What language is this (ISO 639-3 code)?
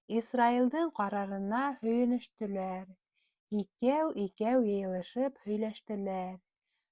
bak